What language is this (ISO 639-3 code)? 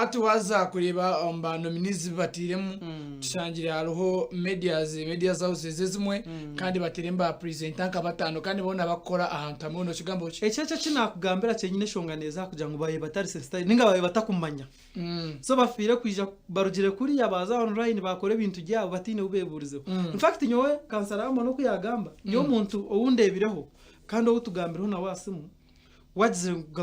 nyn